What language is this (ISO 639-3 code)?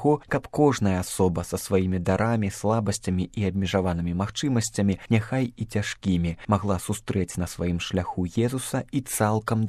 bel